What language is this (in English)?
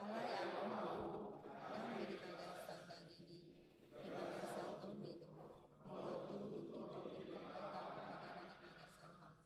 Batak Toba